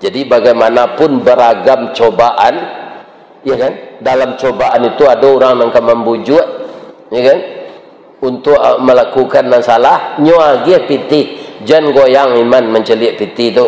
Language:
Minangkabau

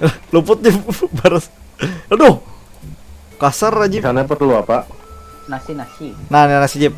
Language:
Banjar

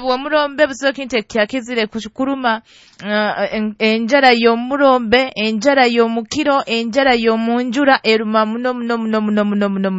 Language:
Nyoro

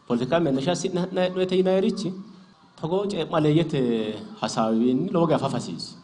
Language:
Sidamo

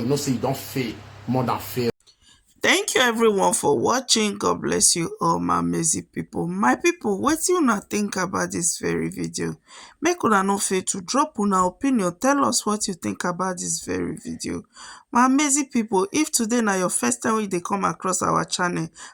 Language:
Nigerian Pidgin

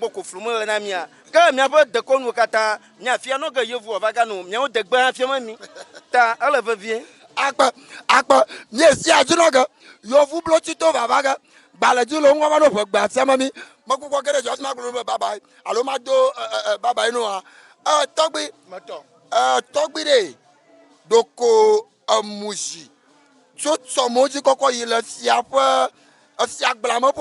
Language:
Ewe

